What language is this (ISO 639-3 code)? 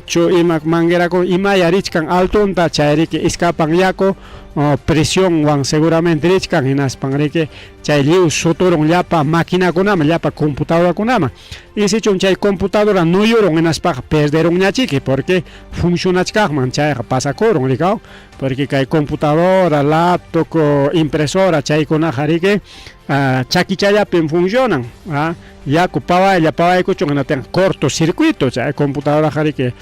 quy